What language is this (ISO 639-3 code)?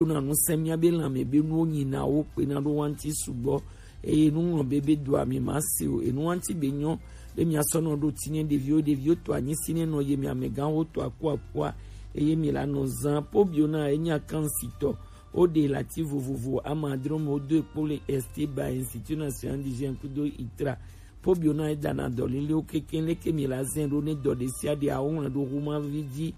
gej